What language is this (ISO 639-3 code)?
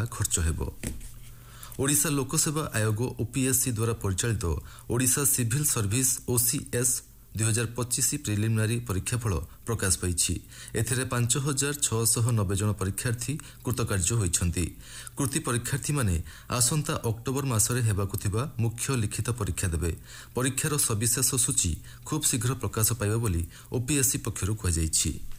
ori